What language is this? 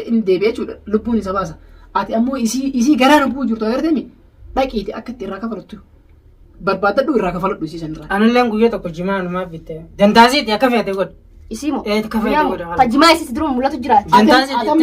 Oromo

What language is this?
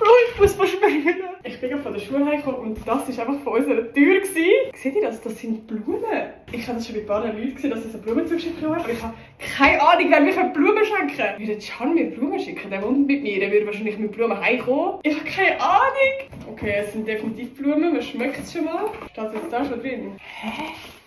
Swiss German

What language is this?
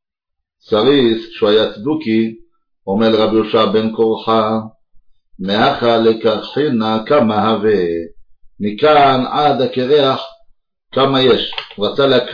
Hebrew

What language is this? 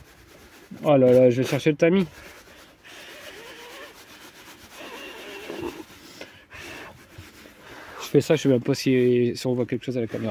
French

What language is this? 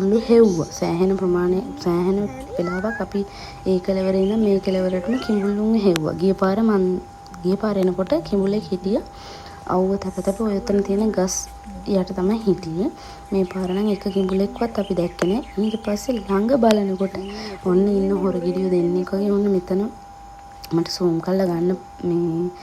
Sinhala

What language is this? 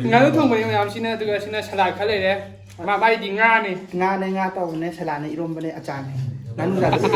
Manipuri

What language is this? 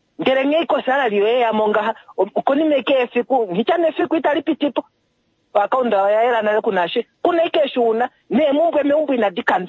Kuanyama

